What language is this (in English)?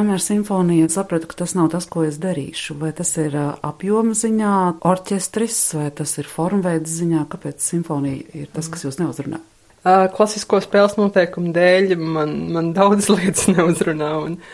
Latvian